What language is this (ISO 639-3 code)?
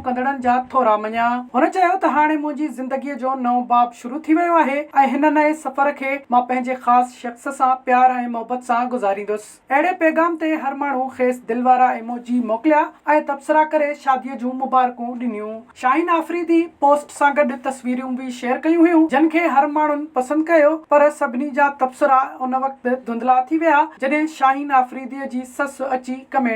snd